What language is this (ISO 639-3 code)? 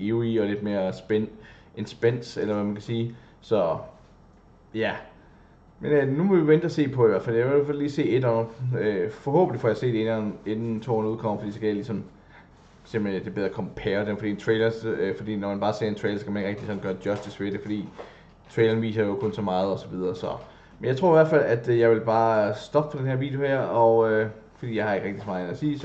dan